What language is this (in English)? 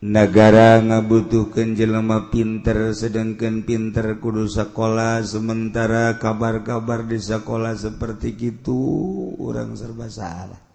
Sundanese